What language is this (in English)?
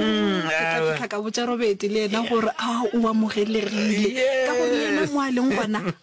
Northern Sotho